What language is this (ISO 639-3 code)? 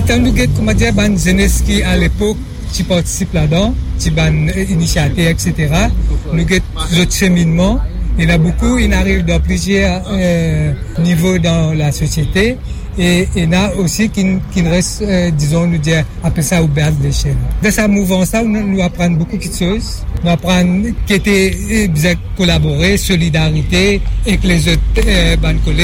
mfe